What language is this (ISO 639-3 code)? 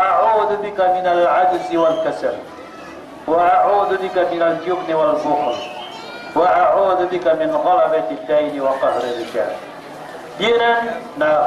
mrw